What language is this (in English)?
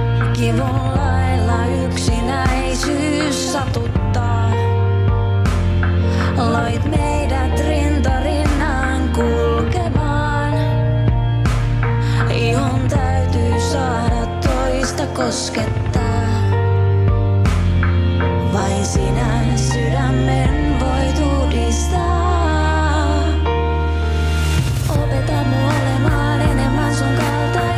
Finnish